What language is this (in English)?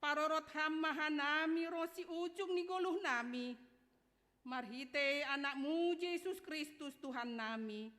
Batak Simalungun